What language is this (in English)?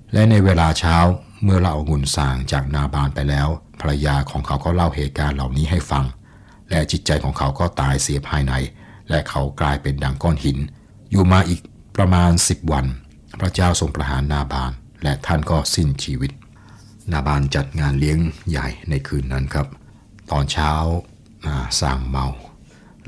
Thai